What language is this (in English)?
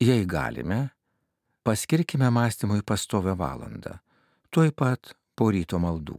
Lithuanian